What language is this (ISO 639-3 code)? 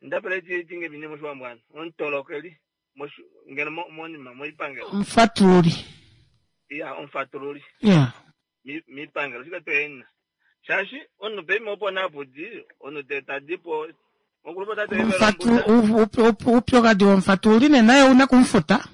kua